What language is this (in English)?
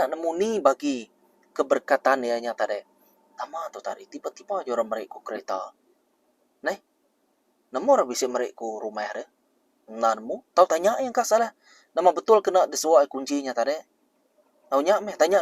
Iban